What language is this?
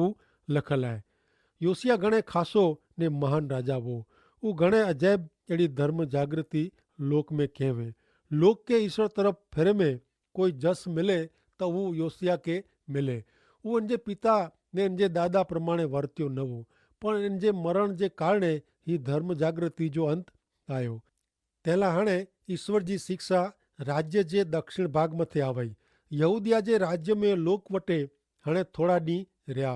Kachhi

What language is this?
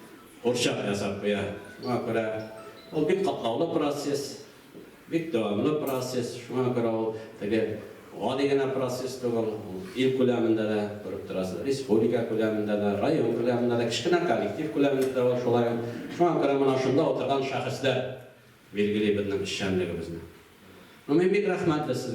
Tatar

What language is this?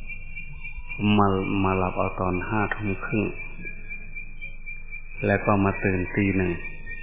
Thai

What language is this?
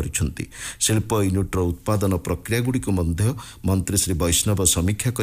Odia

